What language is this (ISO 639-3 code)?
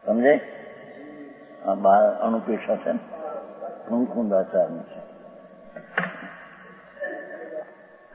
guj